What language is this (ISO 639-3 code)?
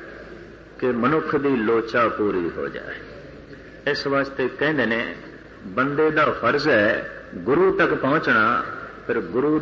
pan